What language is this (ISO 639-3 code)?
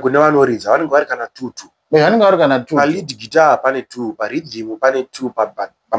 sna